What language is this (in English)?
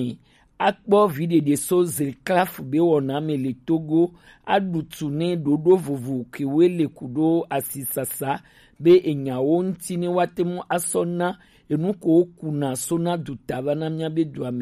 Gen